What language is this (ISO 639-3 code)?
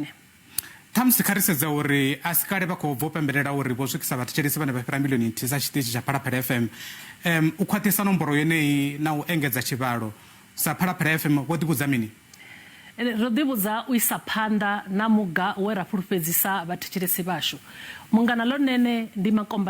ven